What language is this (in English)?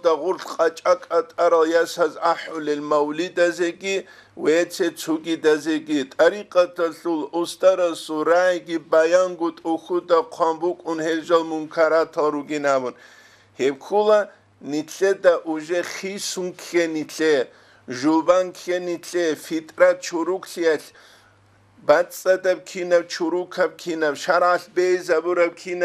Avaric